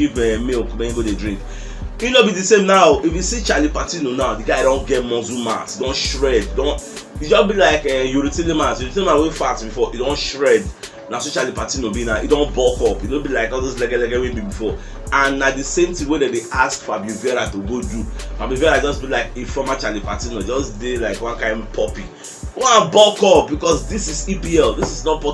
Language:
Nigerian Pidgin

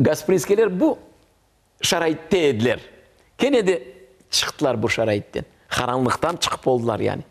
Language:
Crimean Tatar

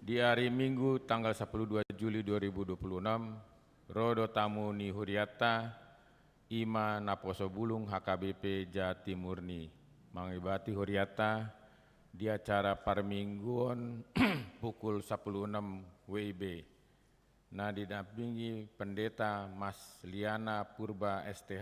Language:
Batak Toba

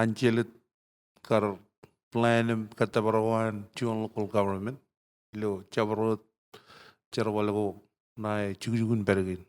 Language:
Marshallese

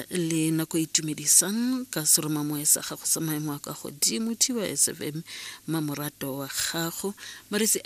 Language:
Tswana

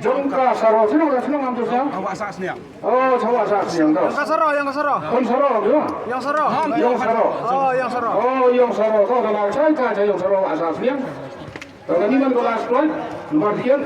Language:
Khasi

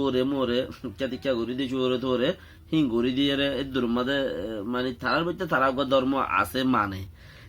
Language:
Rohingya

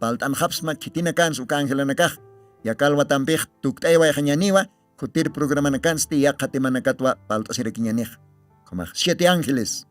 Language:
Aymara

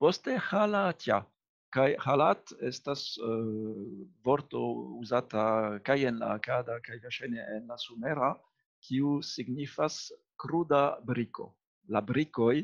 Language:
Esperanto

